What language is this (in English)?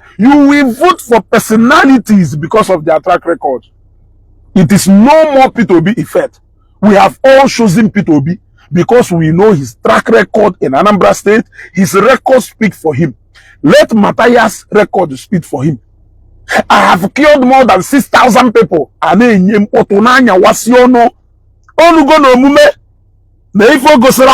Igbo